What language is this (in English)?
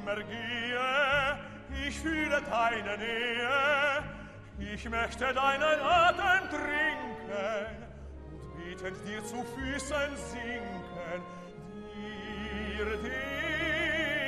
German